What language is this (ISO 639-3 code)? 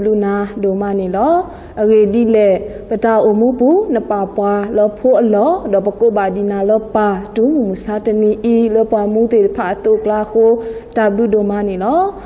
ksw